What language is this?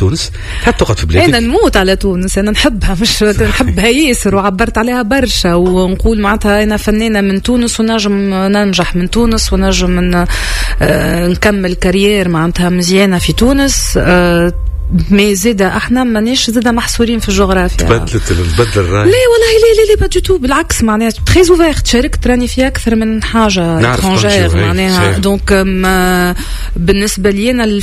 Tunisian Arabic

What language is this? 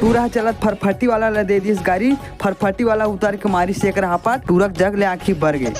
Chhattisgarhi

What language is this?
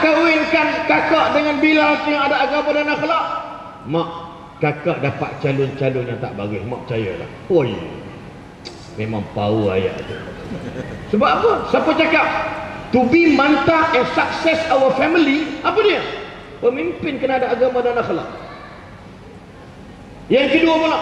Malay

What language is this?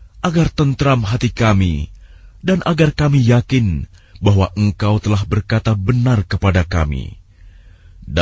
Indonesian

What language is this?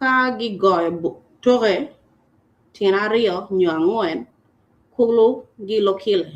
Acoli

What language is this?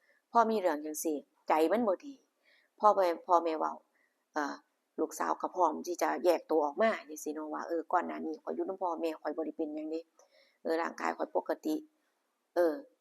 Northeastern Thai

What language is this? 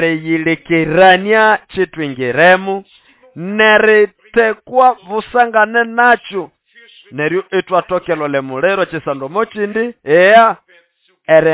Nande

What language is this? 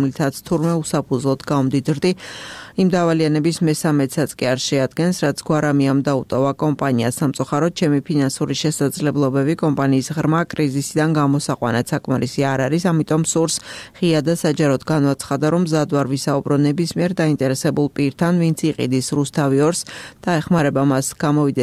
Georgian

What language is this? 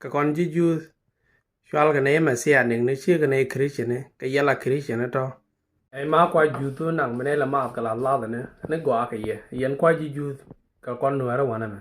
Nuer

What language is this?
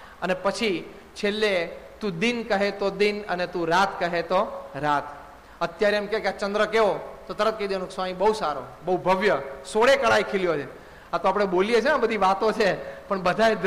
Gujarati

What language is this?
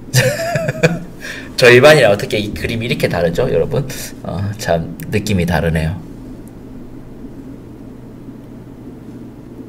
Korean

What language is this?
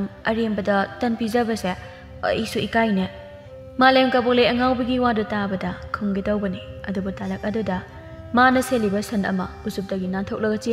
Manipuri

